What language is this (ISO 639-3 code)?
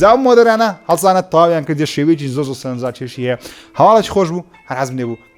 ckb